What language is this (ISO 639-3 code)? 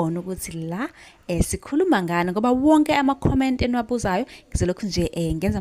zul